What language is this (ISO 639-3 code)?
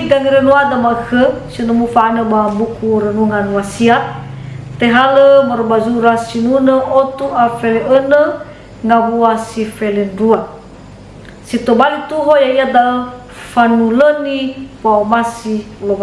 nia